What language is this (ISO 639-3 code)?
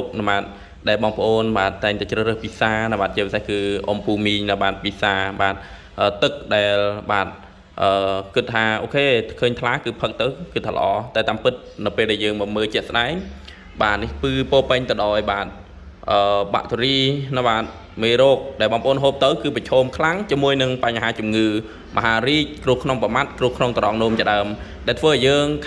khm